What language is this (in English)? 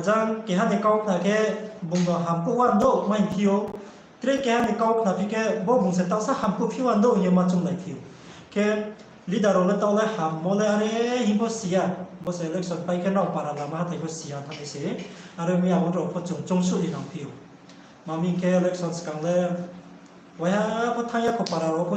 Riang (India)